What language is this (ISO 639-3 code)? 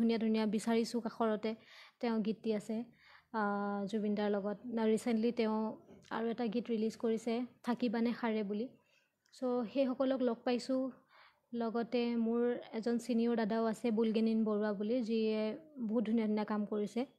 asm